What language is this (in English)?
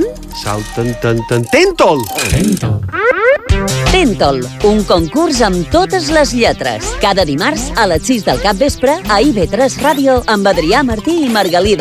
Catalan